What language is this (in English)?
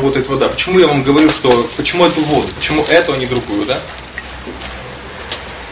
Russian